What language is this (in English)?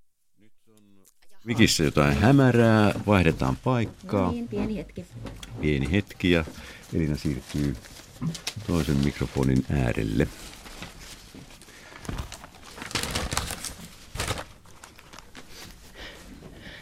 Finnish